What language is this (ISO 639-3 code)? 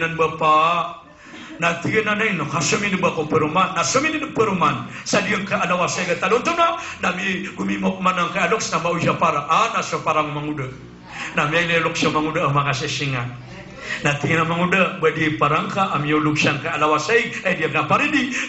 mrw